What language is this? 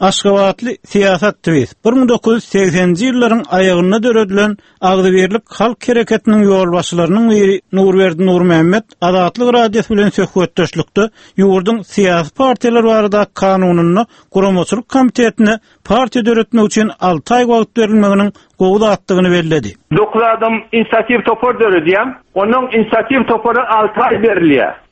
Turkmen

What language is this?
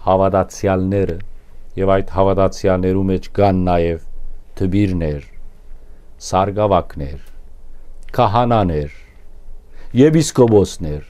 Western Armenian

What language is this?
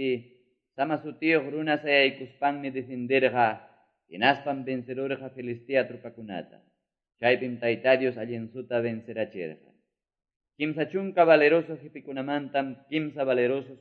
Quechua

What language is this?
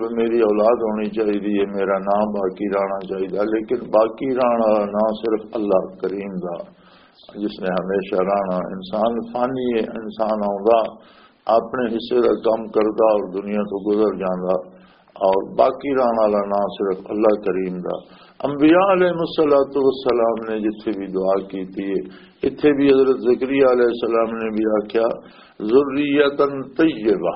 Western Panjabi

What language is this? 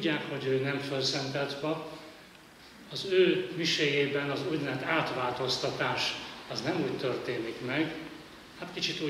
Hungarian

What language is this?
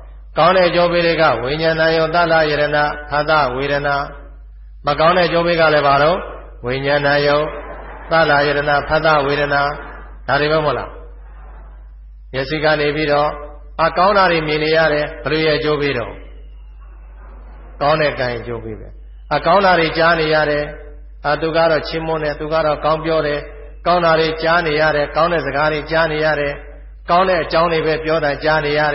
Burmese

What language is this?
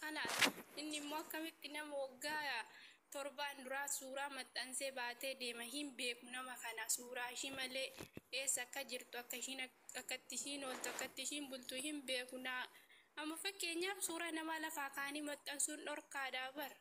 Oromo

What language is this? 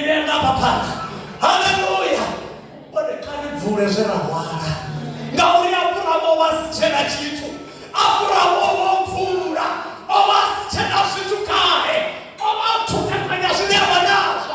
Venda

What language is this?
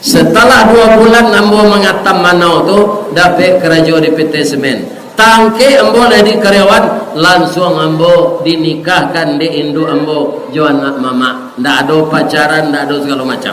Minangkabau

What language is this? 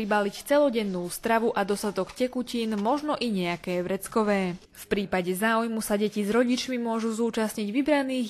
Slovak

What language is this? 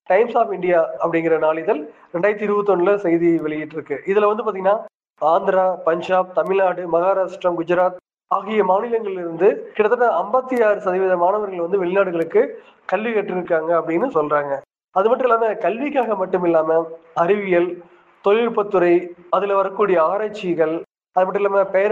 Tamil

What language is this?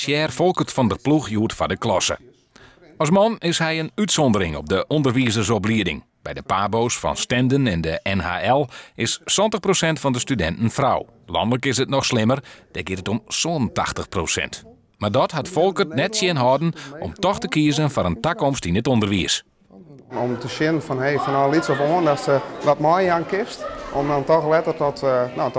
Western Frisian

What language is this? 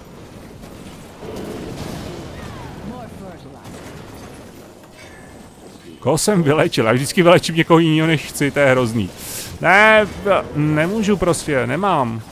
Czech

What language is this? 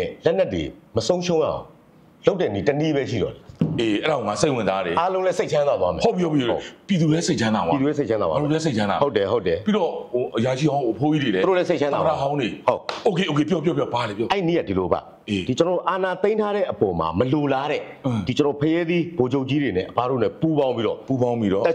Burmese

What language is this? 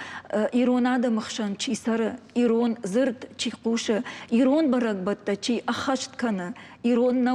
Ossetic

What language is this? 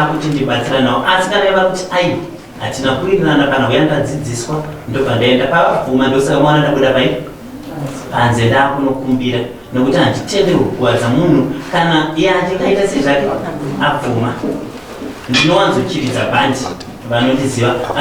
Shona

